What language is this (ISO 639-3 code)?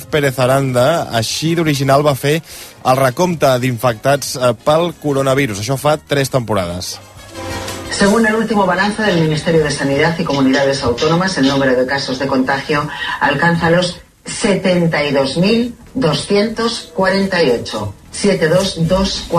cat